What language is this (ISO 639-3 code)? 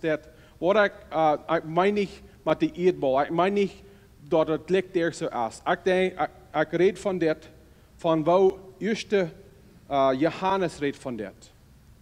pdt